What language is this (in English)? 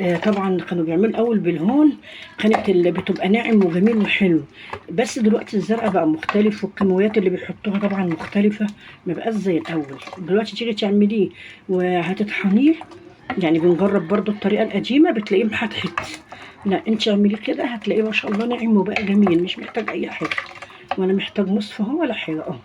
Egyptian Arabic